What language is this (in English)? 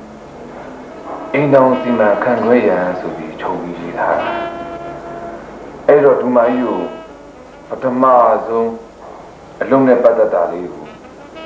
Burmese